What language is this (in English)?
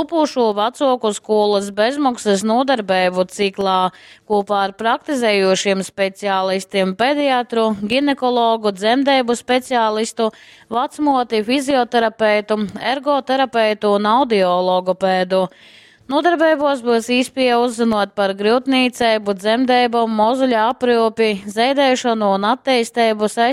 Latgalian